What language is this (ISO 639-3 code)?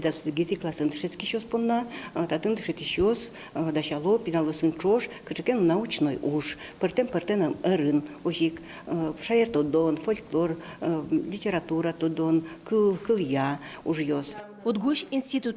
udm